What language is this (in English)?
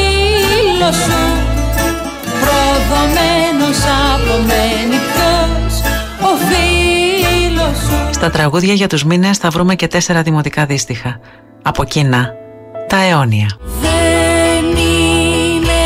Greek